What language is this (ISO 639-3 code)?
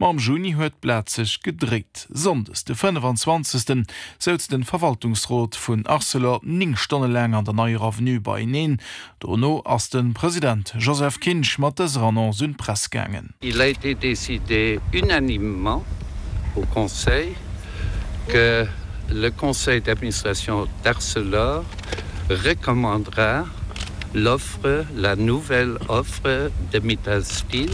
ltz